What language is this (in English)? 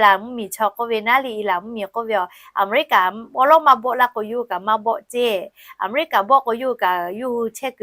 Lahu